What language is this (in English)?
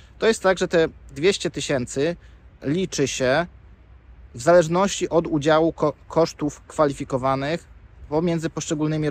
Polish